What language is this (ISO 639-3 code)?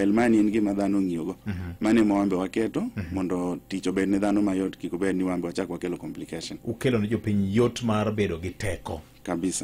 luo